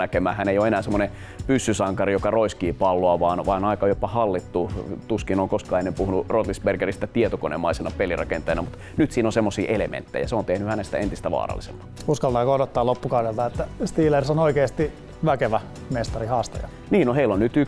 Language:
Finnish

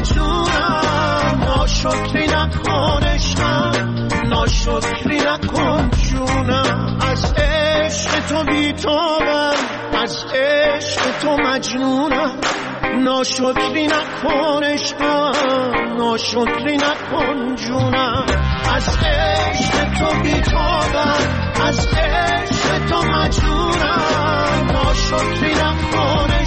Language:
Persian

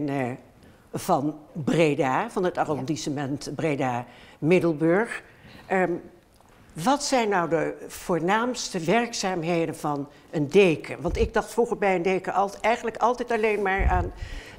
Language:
Dutch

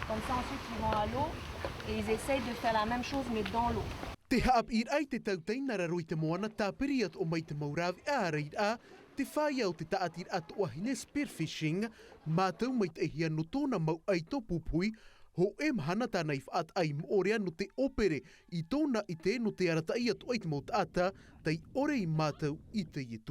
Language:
Tahitian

